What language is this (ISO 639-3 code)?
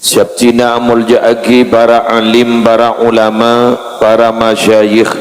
mad